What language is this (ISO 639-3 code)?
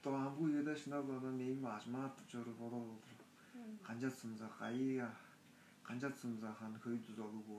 tyv